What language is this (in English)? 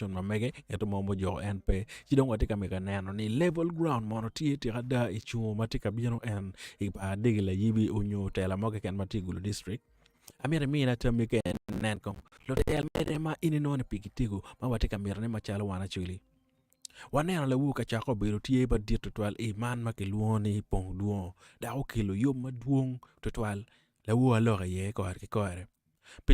Acoli